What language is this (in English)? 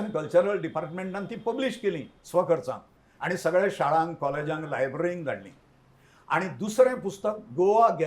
Konkani